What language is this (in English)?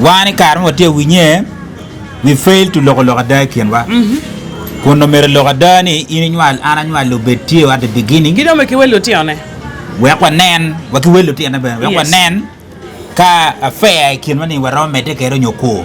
Acoli